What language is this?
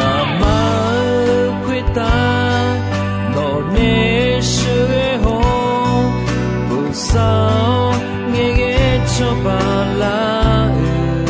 Akha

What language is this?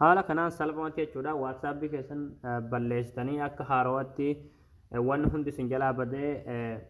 Oromo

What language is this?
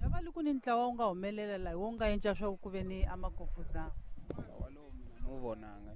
Tsonga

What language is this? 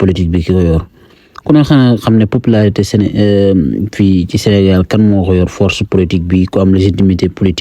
Wolof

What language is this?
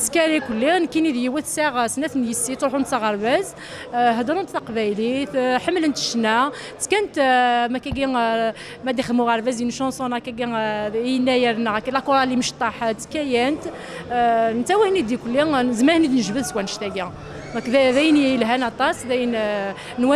Kabyle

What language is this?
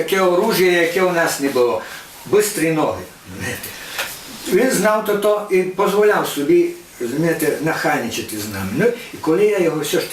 Rusyn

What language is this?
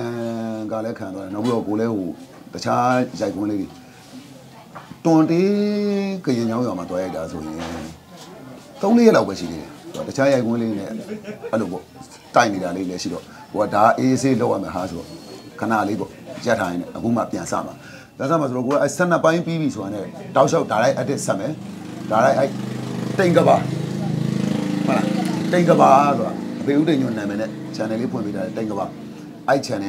Burmese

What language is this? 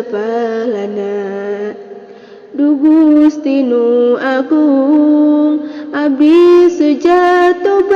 Sundanese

